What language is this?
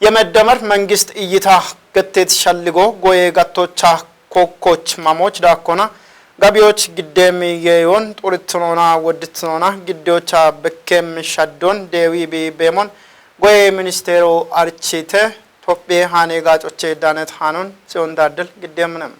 Kafa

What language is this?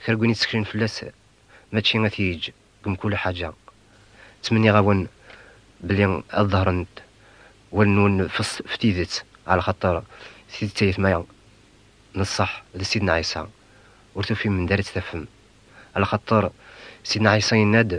Kabyle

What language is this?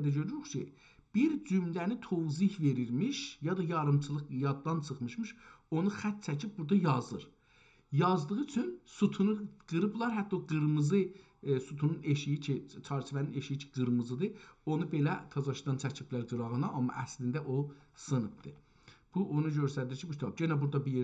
South Azerbaijani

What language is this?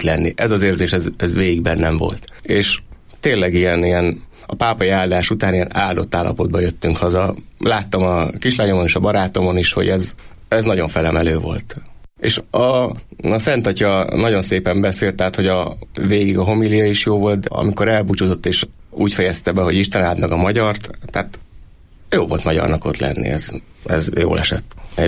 Hungarian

